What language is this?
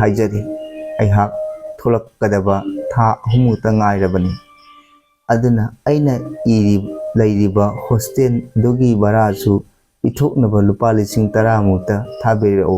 Manipuri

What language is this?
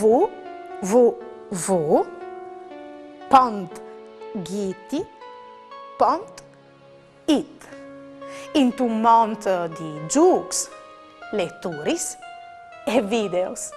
Friulian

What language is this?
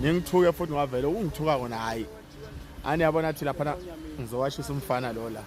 Zulu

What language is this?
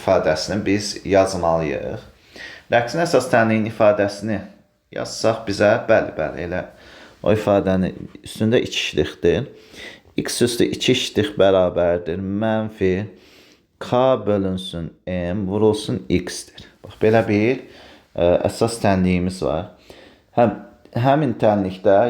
Azerbaijani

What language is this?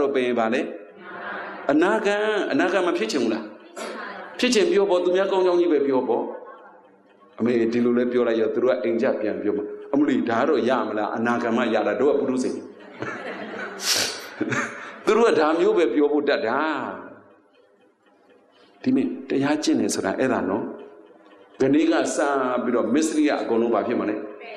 Burmese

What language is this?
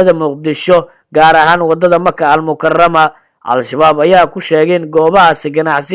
Somali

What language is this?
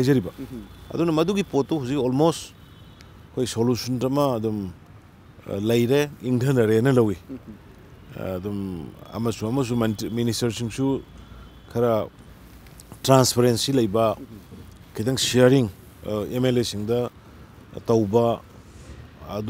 Manipuri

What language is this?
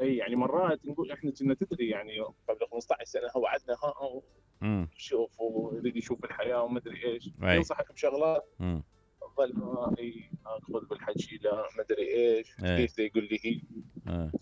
Mesopotamian Arabic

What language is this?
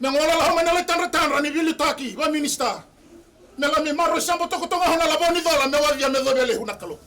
Fijian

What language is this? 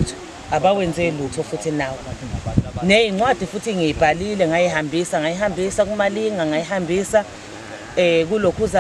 Zulu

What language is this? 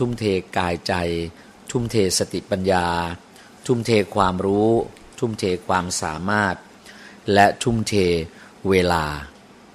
Thai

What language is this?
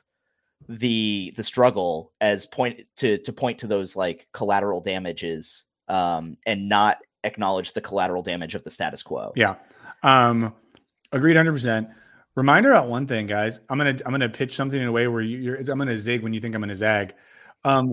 English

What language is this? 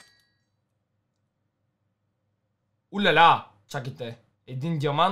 Bulgarian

